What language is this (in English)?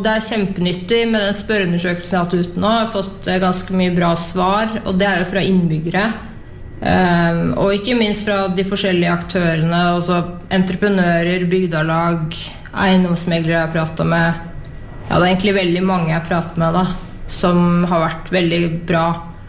Norwegian